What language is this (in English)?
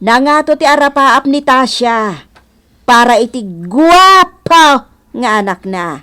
Iloko